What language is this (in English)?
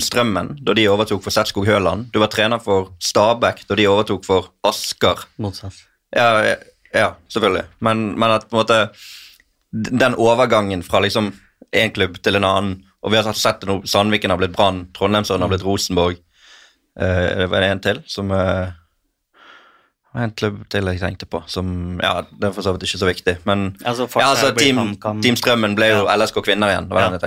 Norwegian